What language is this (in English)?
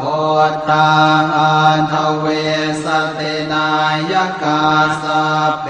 Pali